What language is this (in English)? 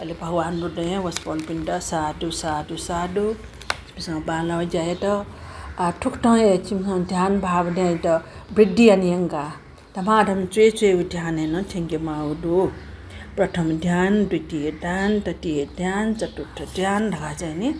Newari